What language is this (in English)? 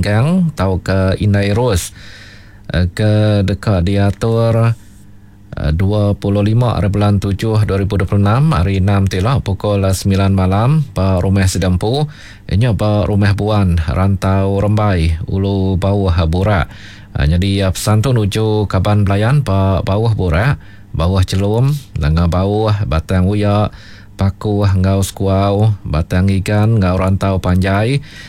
Iban